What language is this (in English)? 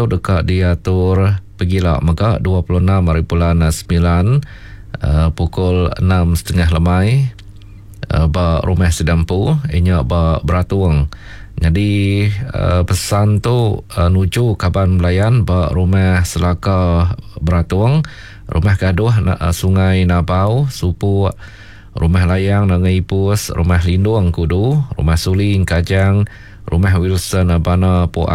Iban